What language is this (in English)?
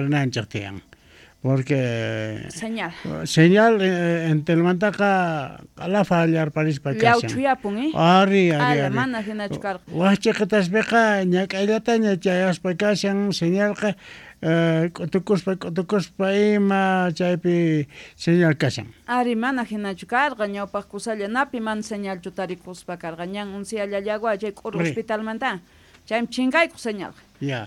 South Bolivian Quechua